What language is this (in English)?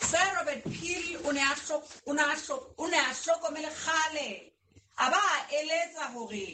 Southern Sotho